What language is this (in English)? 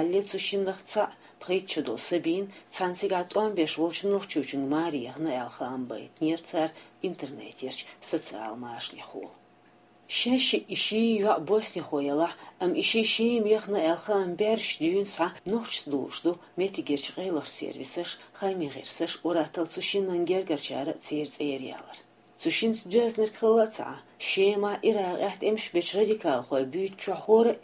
Chechen